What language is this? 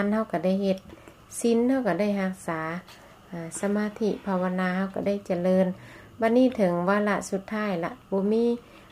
Lao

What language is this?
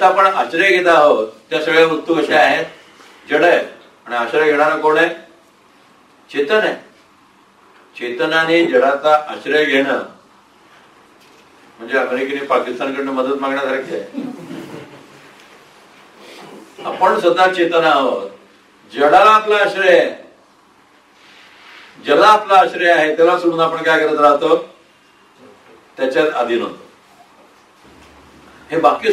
Marathi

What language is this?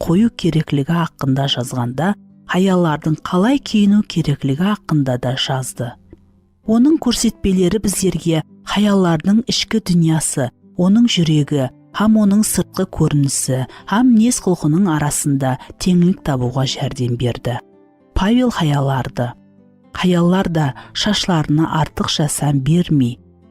Kara-Kalpak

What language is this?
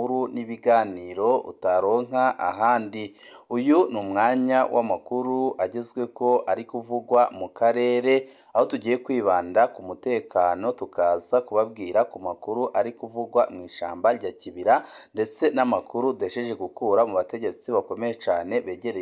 Rundi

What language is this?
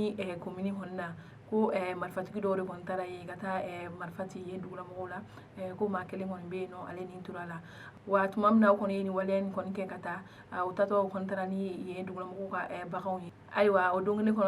Bambara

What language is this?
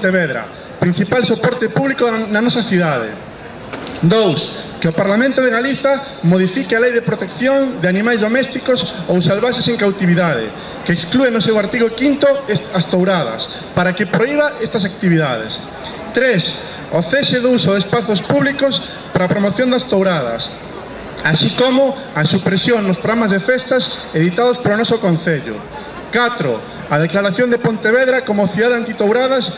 Galician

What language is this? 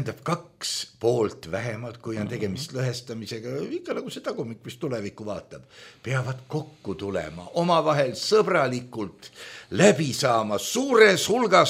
Estonian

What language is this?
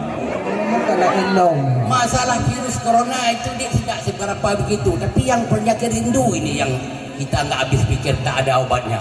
Achinese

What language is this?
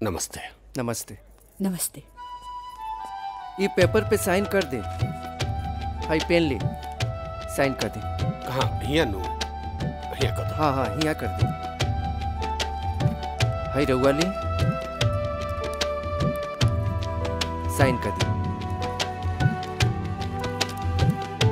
Bhojpuri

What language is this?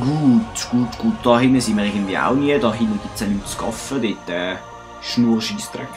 Swiss German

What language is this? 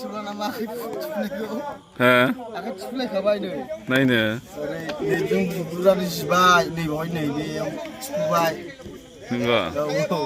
Bodo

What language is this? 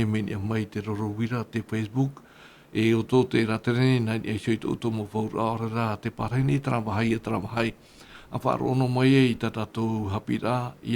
Tahitian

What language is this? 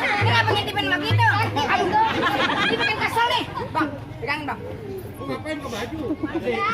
Betawi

